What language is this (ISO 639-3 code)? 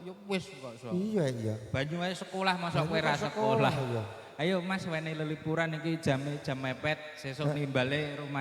jav